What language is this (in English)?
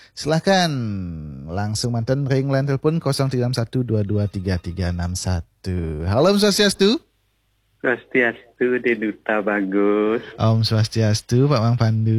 Balinese